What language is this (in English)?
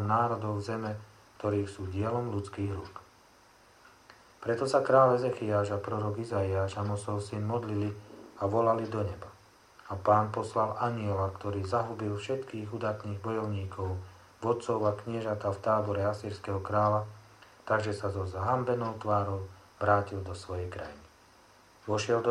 Slovak